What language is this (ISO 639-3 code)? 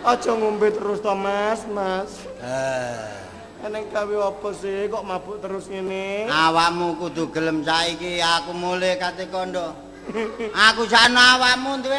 jav